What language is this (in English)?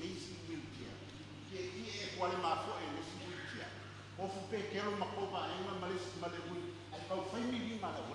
Samoan